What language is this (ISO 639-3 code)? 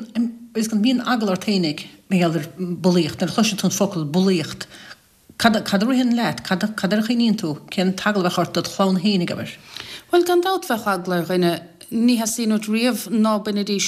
gle